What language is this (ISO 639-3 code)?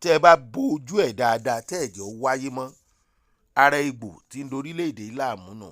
yor